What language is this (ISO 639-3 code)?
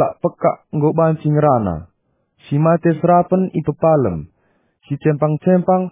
btx